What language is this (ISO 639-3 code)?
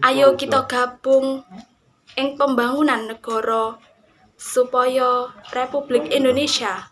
jav